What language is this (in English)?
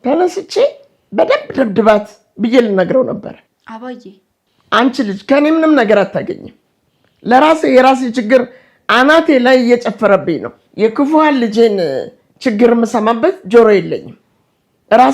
Amharic